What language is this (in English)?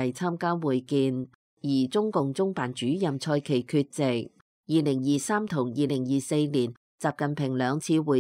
Cantonese